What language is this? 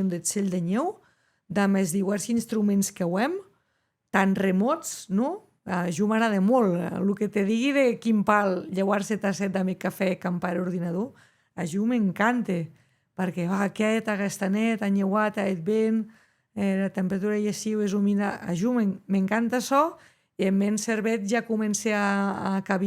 Occitan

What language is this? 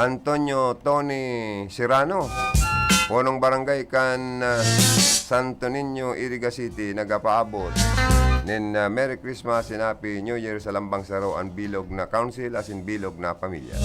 Bikol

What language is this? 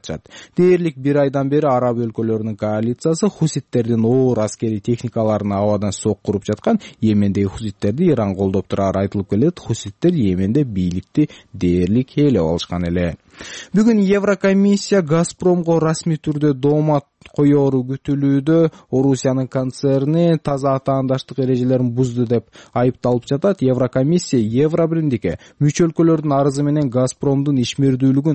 Kyrgyz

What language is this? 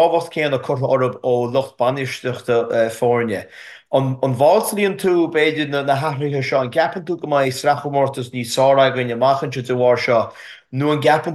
Irish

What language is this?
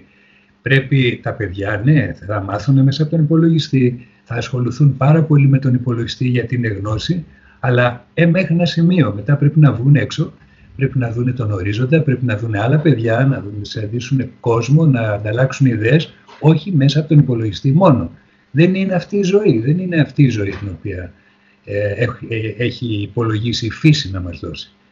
Greek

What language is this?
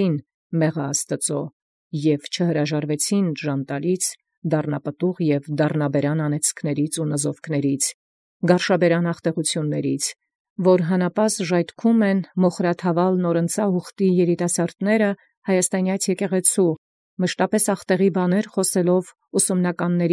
Armenian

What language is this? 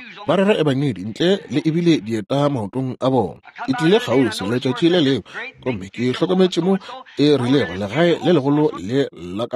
Northern Sotho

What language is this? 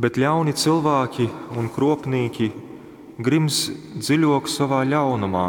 Latgalian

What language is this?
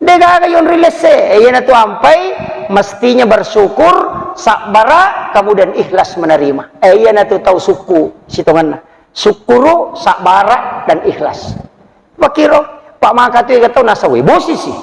Buginese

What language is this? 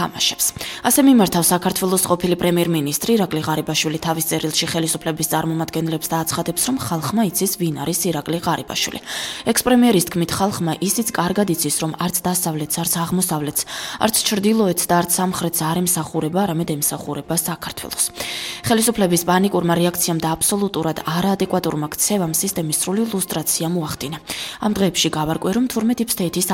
Georgian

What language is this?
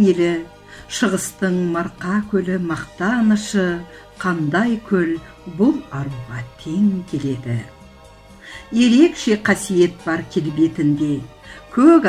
Kazakh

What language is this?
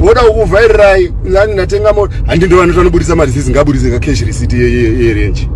Shona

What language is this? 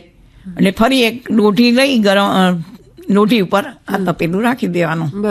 Gujarati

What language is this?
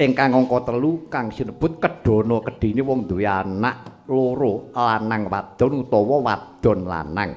Javanese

